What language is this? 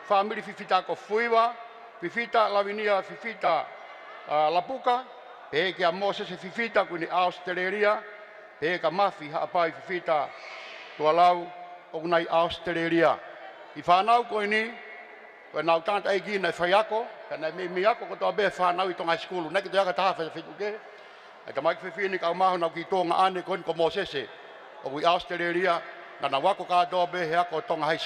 Tongan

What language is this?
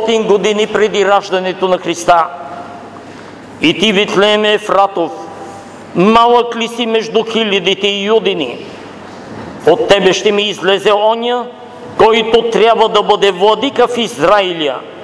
Bulgarian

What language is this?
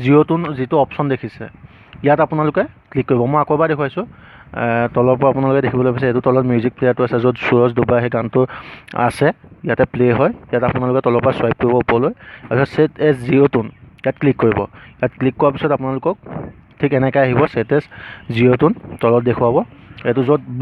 Assamese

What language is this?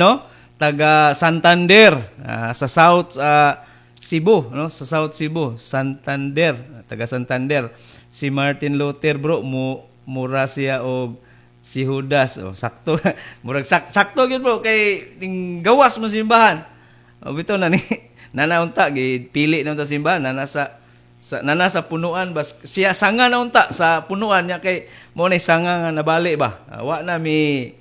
Cebuano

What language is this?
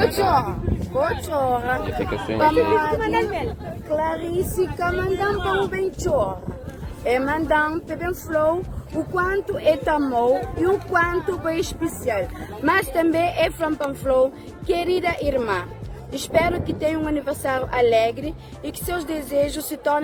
Kabuverdianu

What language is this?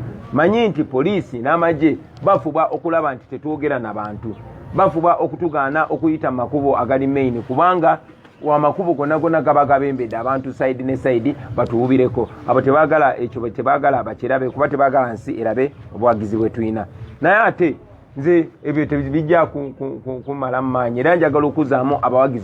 Ganda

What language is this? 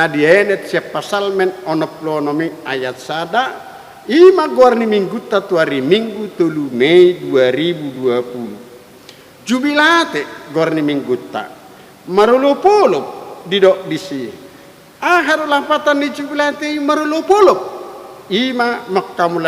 Batak Toba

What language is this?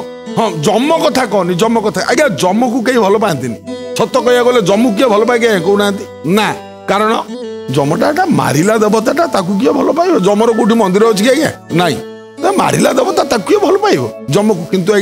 Odia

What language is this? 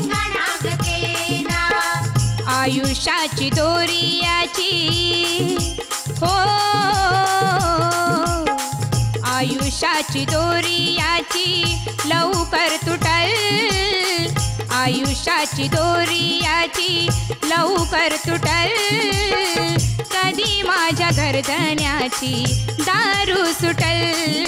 Marathi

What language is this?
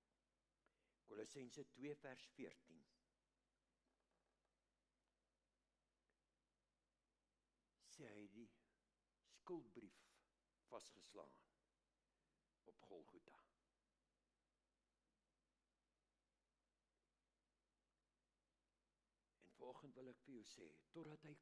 Afrikaans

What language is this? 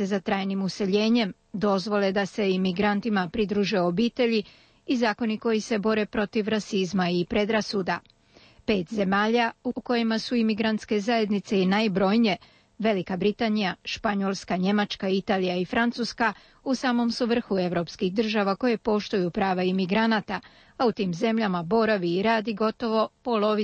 Croatian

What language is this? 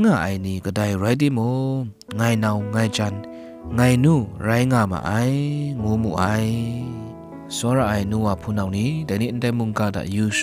Kachin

